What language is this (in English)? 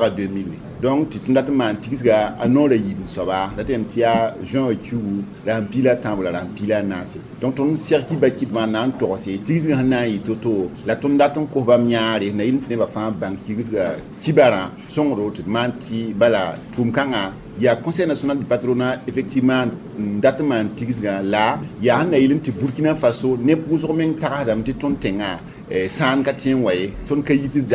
Mossi